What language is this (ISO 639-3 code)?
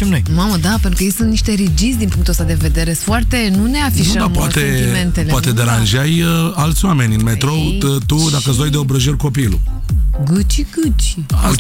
ron